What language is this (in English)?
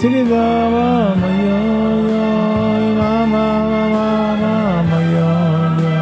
Yiddish